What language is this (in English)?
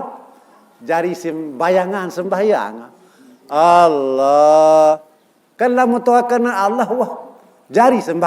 Sasak